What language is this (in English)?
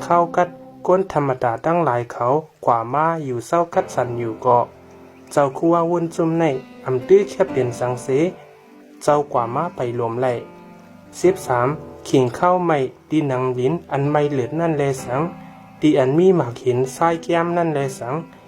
Shan